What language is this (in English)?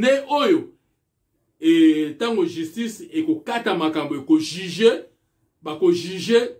Lingala